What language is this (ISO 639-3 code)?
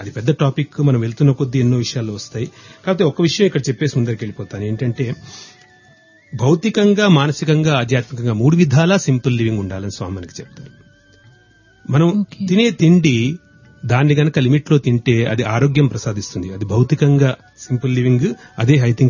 tel